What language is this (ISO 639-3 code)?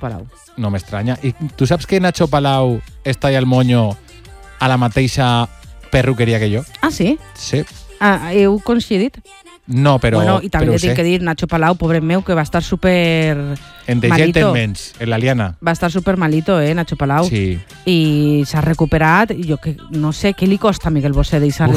cat